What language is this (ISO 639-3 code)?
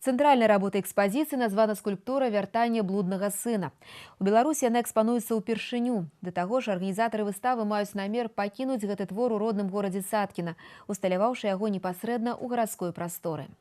bel